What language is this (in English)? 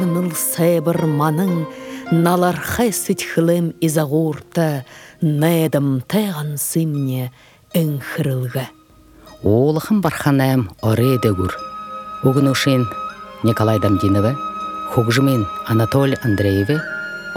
Buriat